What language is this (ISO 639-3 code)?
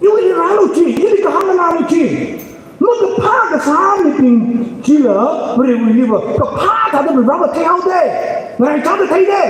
nmf